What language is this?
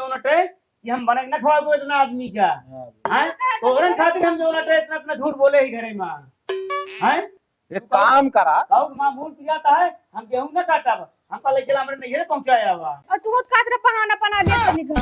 Awadhi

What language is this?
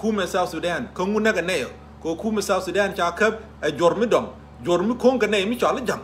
Nuer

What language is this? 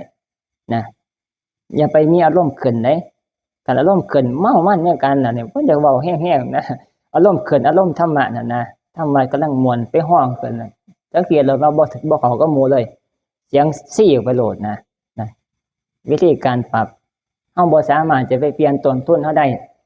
Northeastern Thai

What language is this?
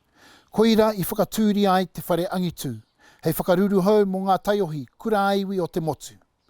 Māori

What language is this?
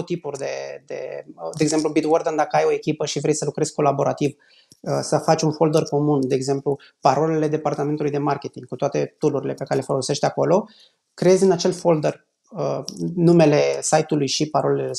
Romanian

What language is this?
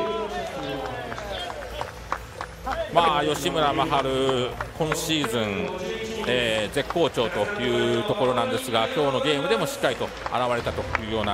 Japanese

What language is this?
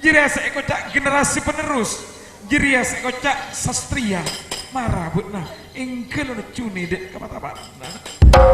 Madurese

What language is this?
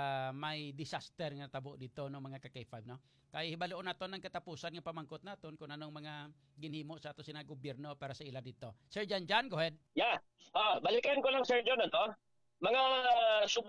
Hiligaynon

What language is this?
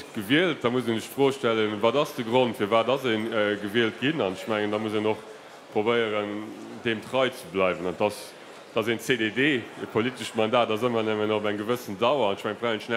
Luxembourgish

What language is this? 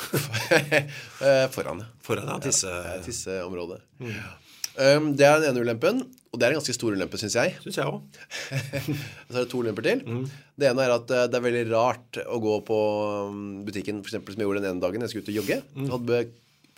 Norwegian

